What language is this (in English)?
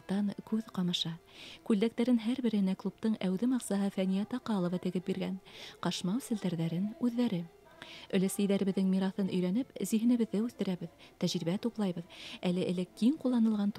Bashkir